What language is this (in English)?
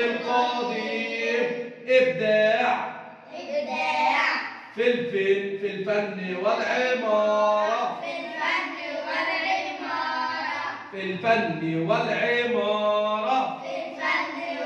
Egyptian Arabic